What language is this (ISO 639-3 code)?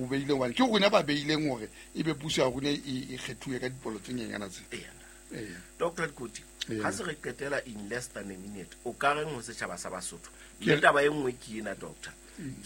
sot